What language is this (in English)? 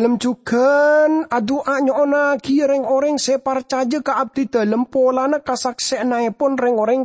Madurese